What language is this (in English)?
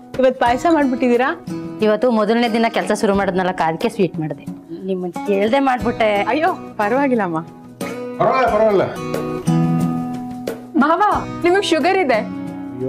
Kannada